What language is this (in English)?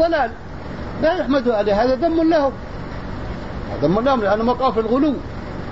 Arabic